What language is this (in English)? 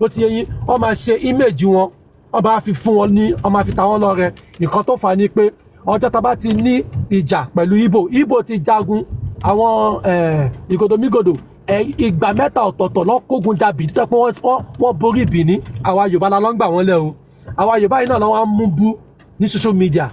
Yoruba